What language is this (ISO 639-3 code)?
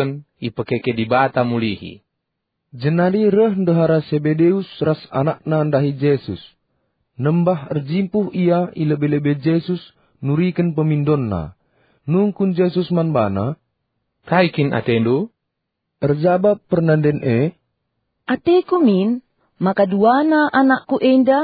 btx